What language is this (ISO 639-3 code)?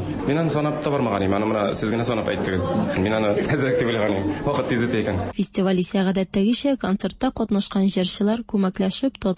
tat